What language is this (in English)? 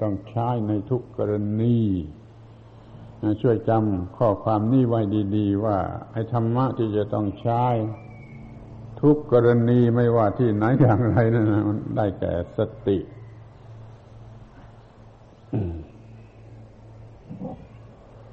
Thai